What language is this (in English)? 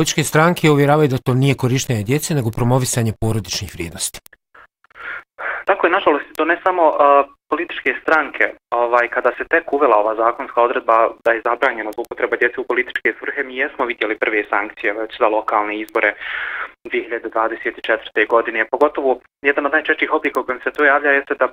Bosnian